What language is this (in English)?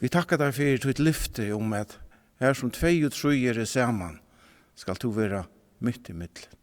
Faroese